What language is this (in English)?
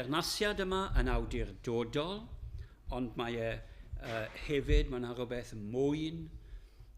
Welsh